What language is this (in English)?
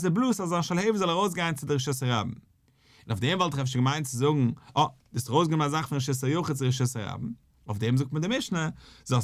Yiddish